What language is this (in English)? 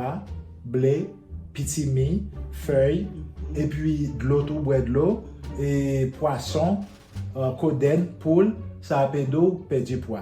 Haitian Creole